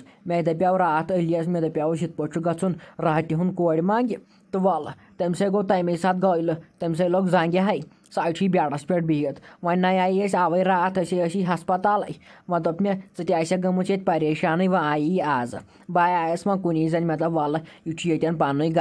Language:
Kashmiri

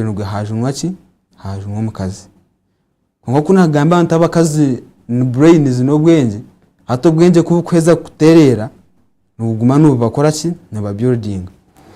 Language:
Nyankole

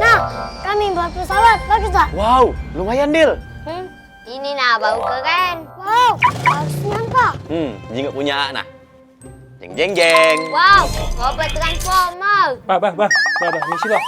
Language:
Musi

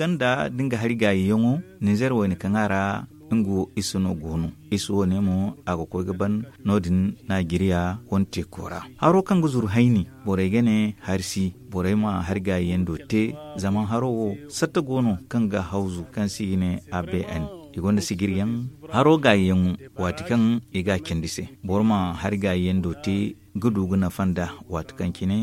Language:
Zarma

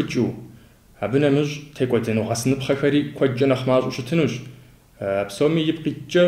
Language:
Kabardian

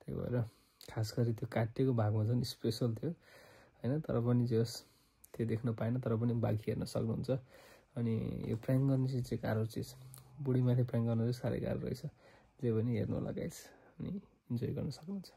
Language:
Nepali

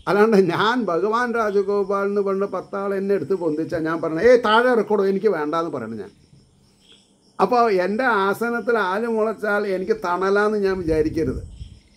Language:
Malayalam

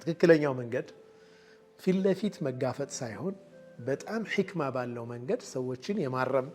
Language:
Amharic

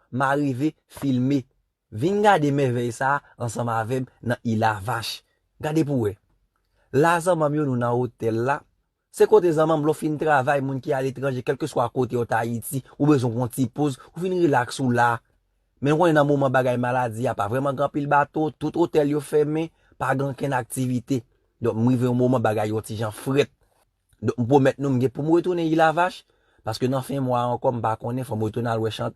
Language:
Haitian Creole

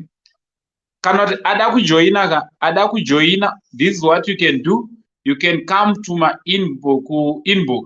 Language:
Shona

